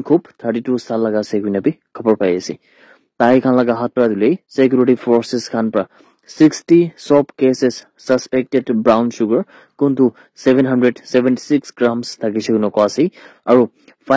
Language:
Naga Pidgin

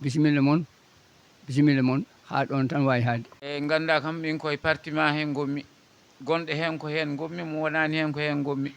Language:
Fula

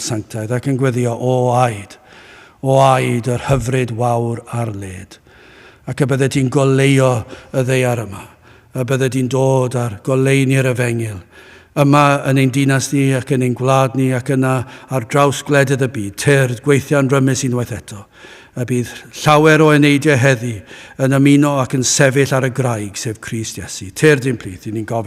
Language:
Welsh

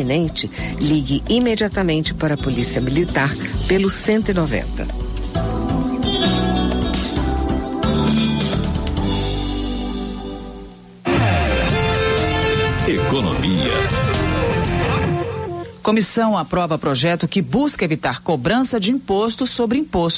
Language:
Portuguese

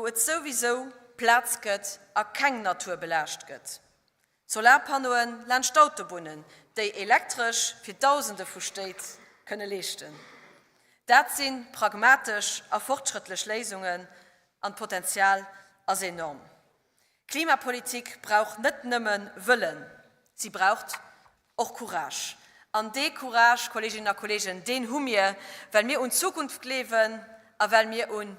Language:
Luxembourgish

